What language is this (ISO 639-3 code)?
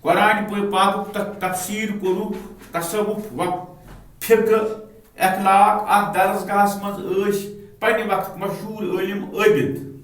kas